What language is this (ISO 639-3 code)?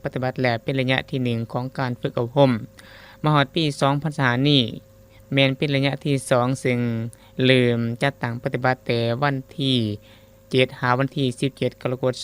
lao